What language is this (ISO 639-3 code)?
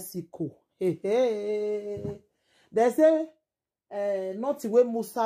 pcm